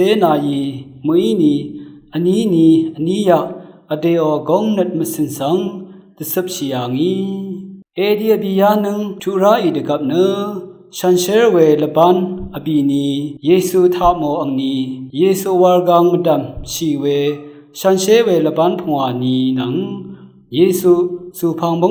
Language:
Rawang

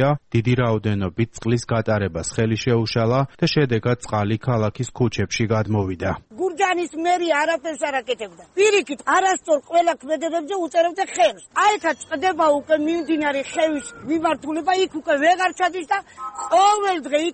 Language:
Georgian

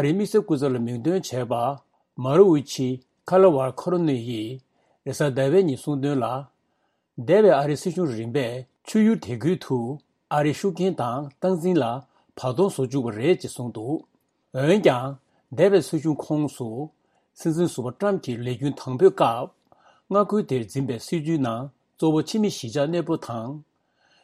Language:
Tibetan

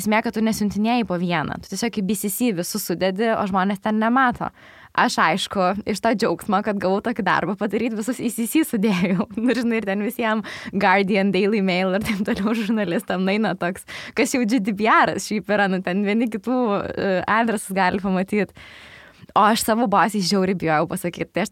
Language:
Lithuanian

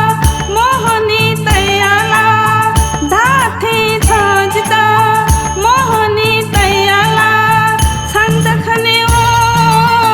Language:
Newari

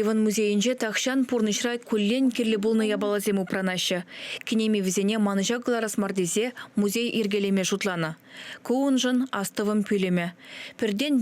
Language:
Chuvash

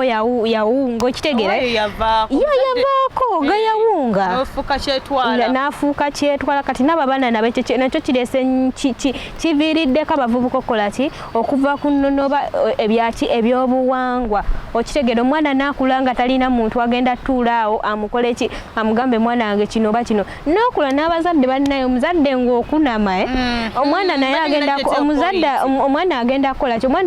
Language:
Ganda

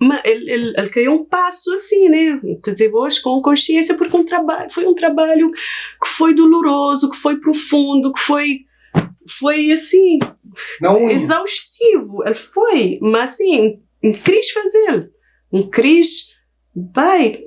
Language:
Kabuverdianu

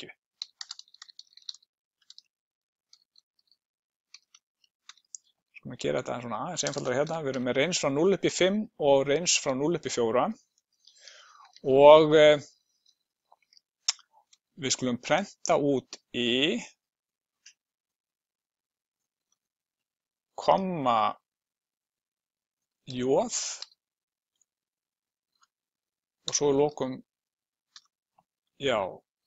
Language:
Icelandic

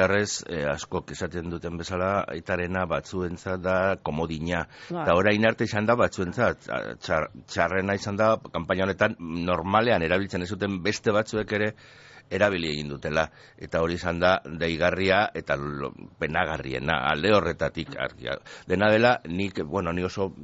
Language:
Basque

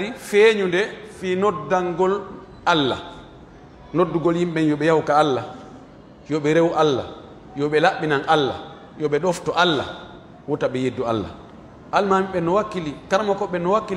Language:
Pular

